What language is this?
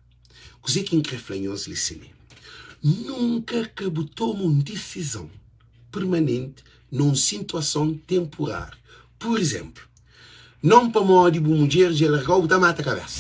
Kabuverdianu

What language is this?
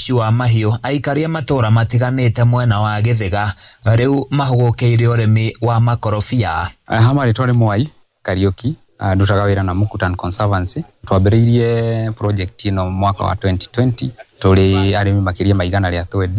Kikuyu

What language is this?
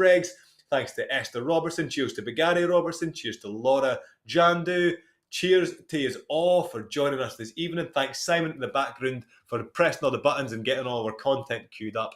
Scots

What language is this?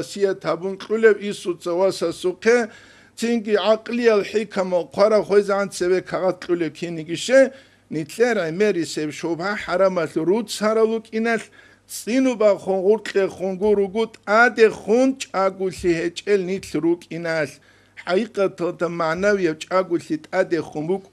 Avaric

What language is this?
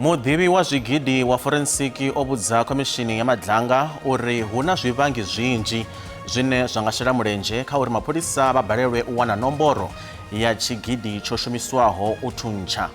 Venda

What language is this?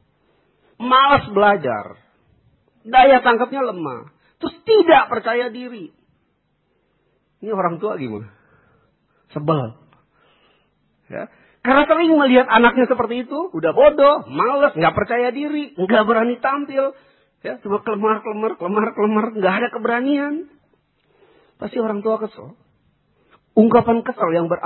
Indonesian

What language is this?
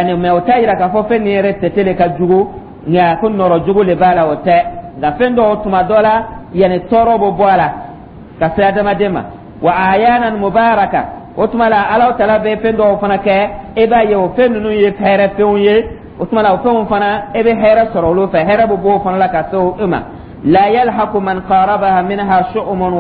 Dyula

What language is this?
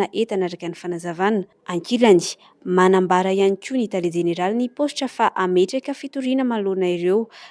Malagasy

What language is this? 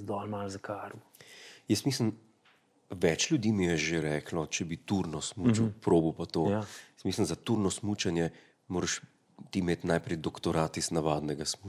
Slovenian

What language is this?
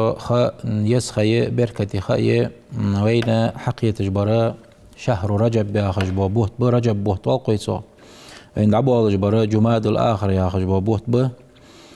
Ingush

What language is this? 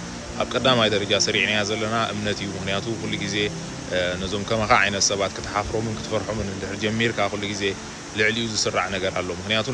Tigrinya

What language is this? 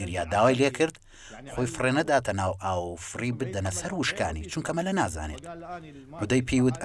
Central Kurdish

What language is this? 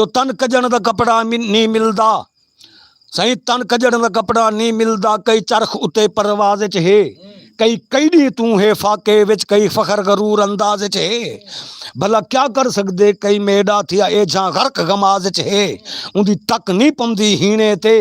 Saraiki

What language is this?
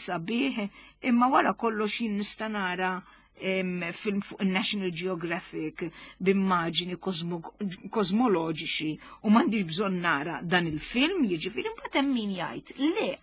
Maltese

